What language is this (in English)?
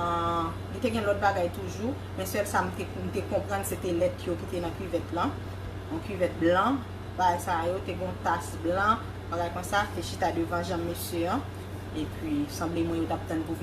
Haitian Creole